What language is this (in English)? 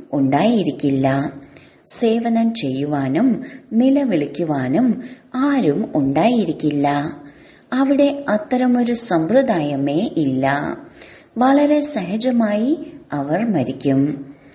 Malayalam